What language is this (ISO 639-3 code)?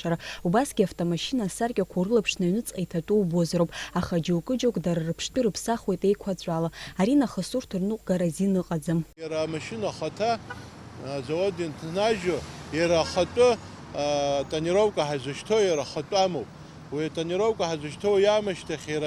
abk